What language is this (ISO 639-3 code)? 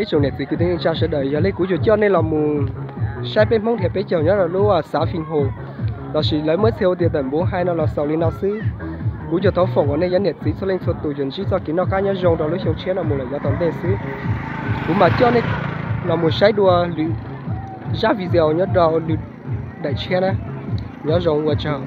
hmn